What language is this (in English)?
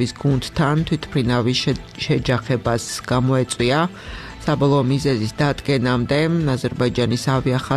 Georgian